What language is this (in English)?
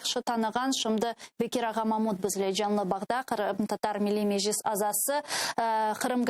Crimean Tatar